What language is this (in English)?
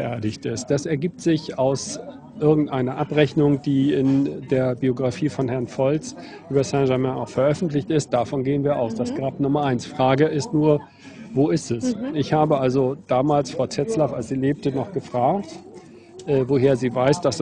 German